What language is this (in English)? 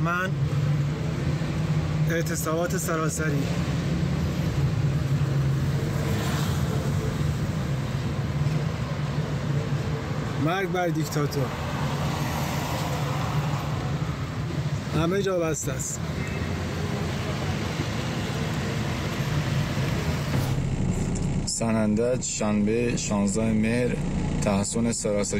Persian